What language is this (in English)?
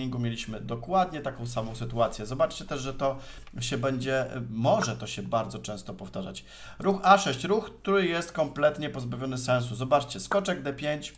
Polish